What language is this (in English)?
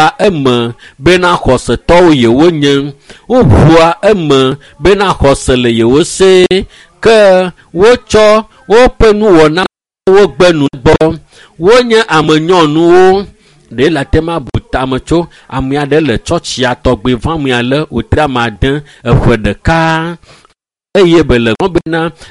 Ewe